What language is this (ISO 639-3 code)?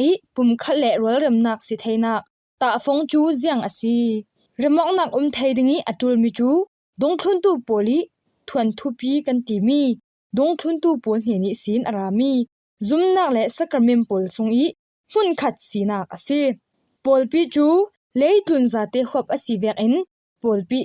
cfm